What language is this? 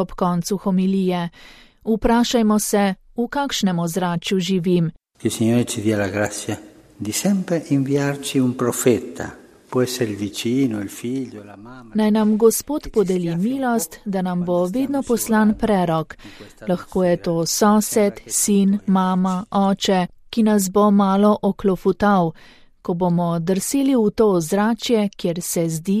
Slovenian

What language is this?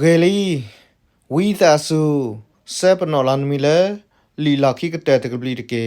S'gaw Karen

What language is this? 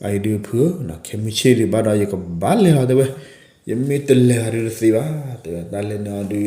S'gaw Karen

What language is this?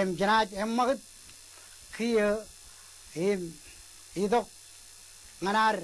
Marshallese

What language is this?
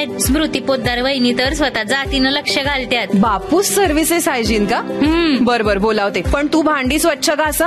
Marathi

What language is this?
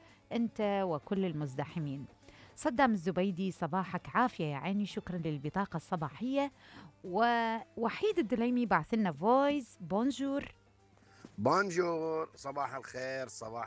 Mesopotamian Arabic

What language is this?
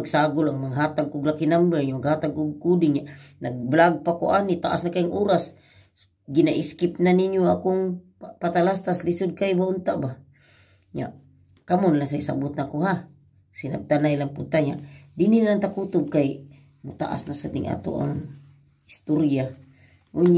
Cebuano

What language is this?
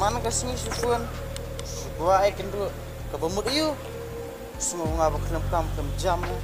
Khasi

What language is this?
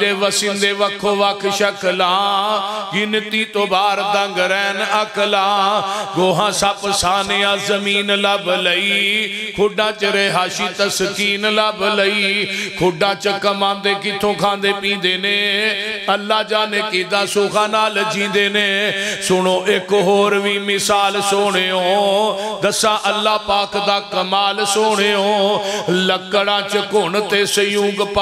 Western Panjabi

